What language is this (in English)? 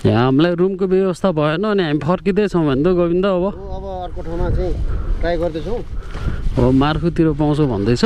Nepali